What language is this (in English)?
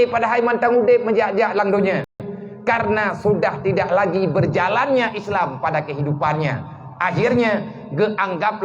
Achinese